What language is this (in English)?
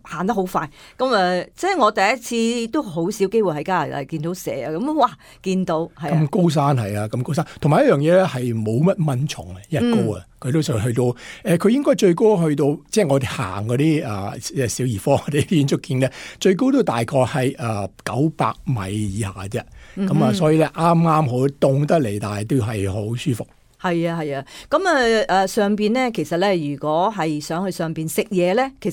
Cantonese